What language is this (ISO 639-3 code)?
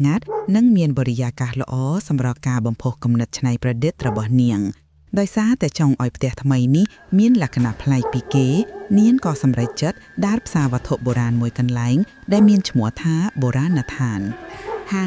khm